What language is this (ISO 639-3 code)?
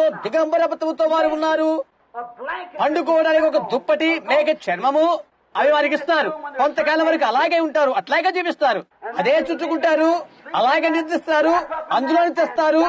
tel